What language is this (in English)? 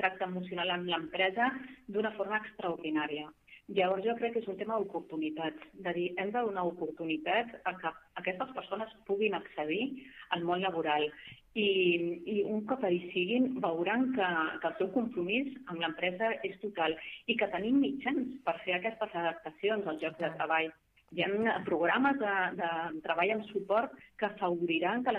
Catalan